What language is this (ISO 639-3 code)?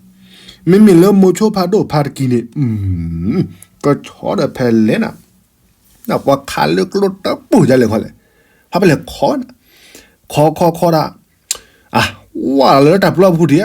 ksw